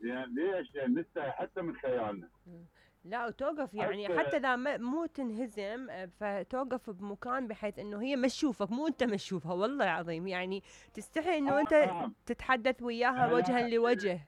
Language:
Mesopotamian Arabic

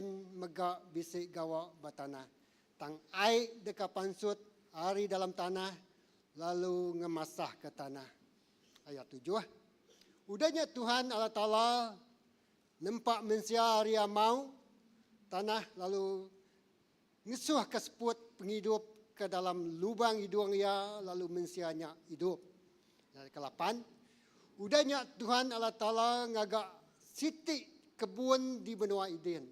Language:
Iban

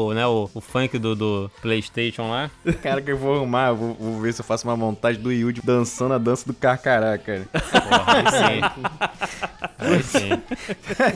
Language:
Portuguese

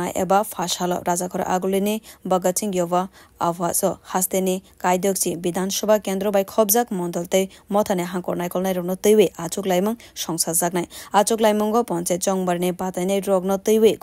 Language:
Kok Borok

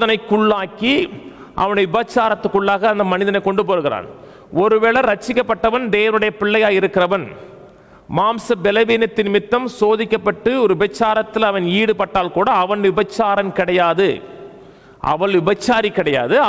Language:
Tamil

